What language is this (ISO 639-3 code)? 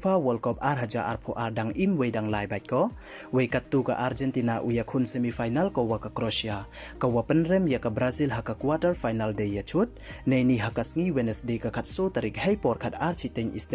pbv